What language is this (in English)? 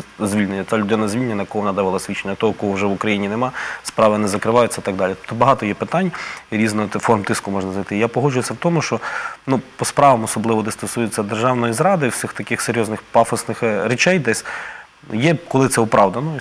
Ukrainian